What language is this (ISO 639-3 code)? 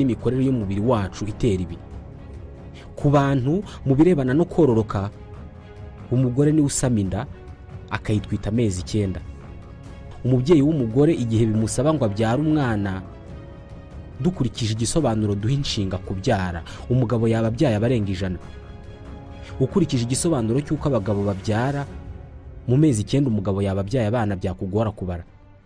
kin